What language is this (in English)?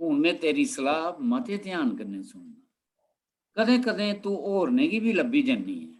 Dogri